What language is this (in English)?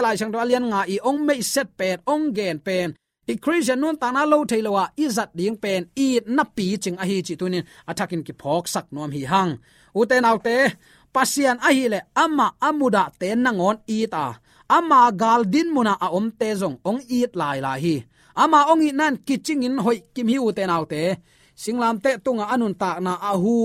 Tedim Chin